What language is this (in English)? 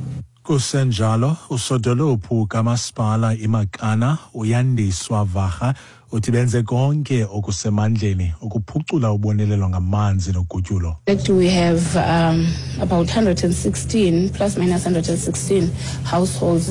Xhosa